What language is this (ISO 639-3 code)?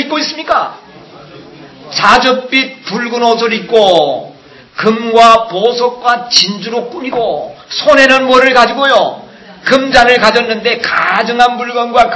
kor